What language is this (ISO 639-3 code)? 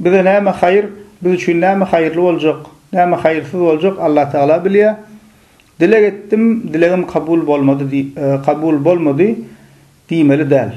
tuk